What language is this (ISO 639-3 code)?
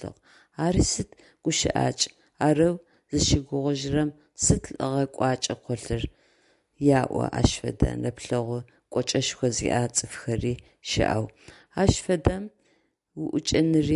ady